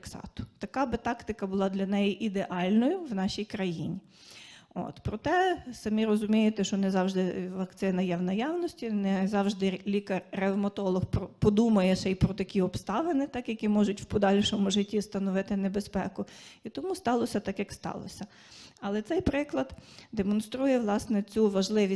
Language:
Ukrainian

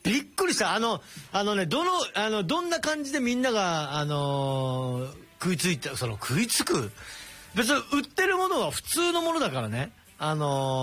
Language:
Japanese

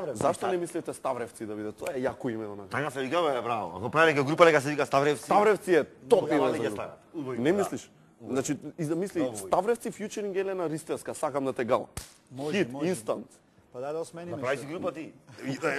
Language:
Macedonian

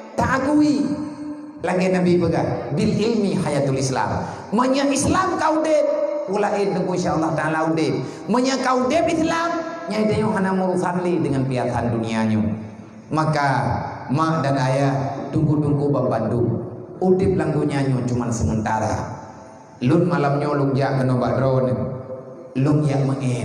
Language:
Achinese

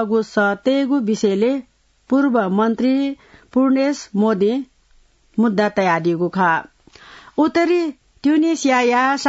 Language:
Newari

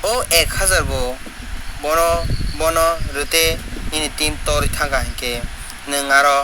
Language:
Kok Borok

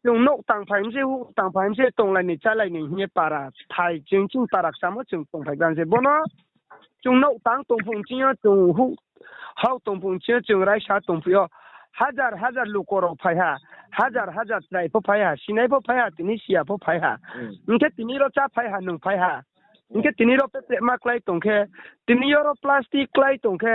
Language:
Riang (India)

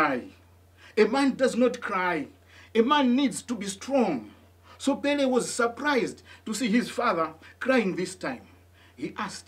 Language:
English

